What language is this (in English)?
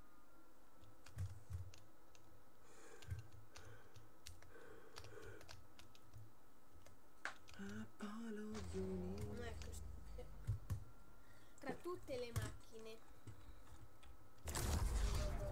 Italian